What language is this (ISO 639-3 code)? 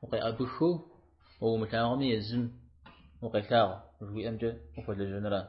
kbd